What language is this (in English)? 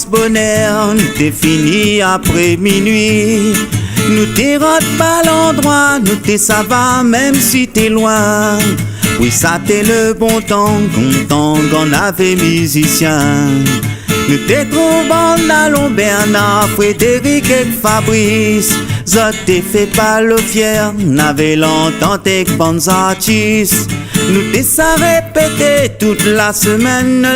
Réunion Creole French